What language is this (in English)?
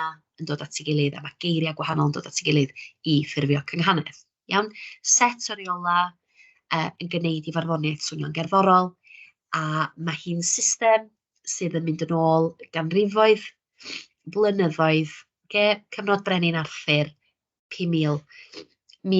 Welsh